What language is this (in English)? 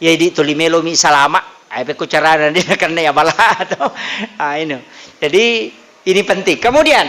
Buginese